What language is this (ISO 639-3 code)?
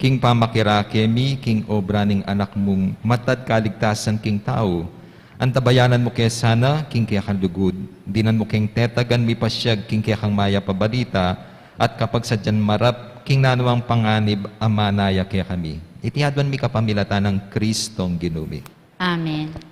pam